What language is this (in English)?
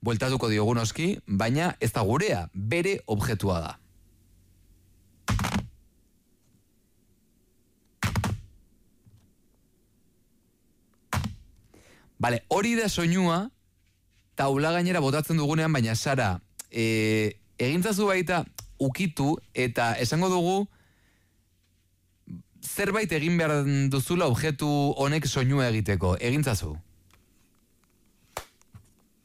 Basque